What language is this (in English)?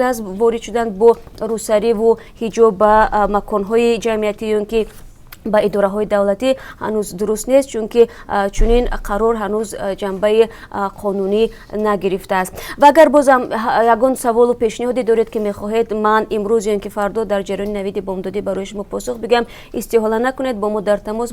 Tajik